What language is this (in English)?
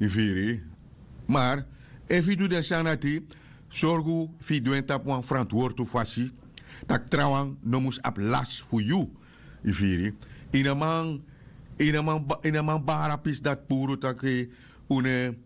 Sranan Tongo